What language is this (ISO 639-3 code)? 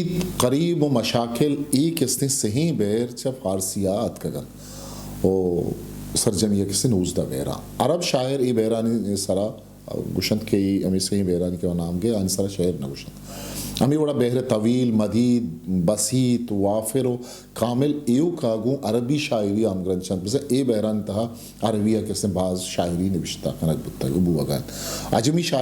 bgp